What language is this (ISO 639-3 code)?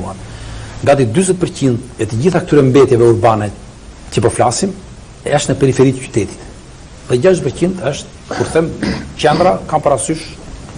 sqi